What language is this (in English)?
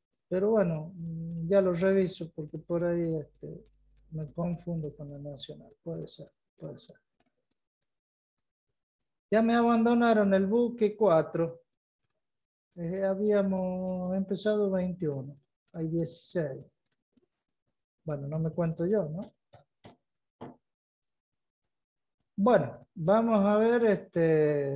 Spanish